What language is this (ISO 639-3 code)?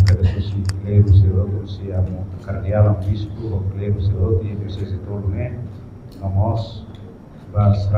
tet